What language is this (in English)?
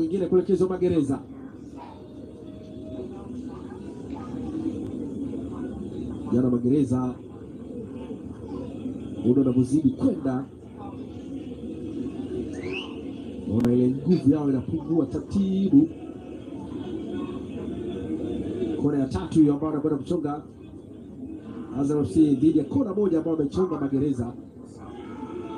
Swahili